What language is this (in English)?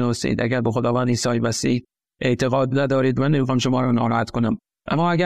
Persian